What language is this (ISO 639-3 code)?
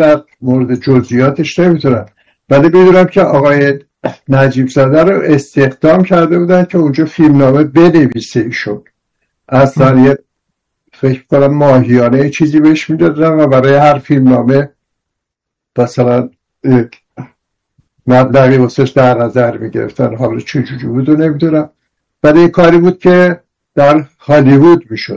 fas